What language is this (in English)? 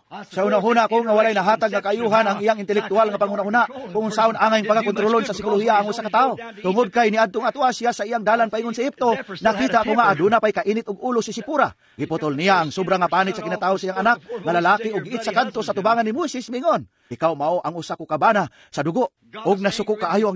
Cebuano